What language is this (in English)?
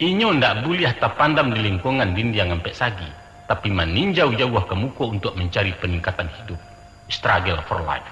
Minangkabau